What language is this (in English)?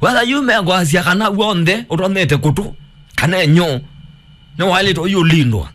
Kamba